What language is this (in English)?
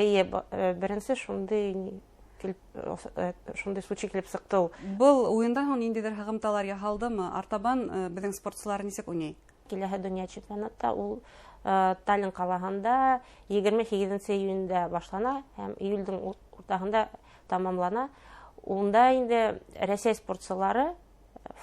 Bashkir